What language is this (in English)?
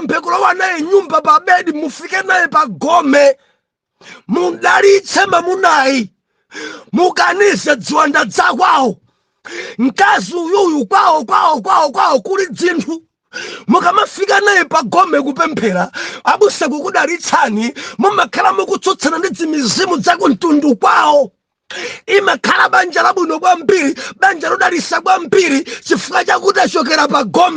Nyanja